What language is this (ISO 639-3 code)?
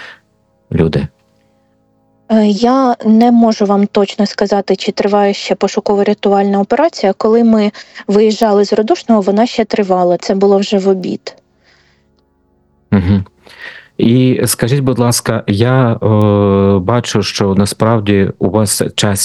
ukr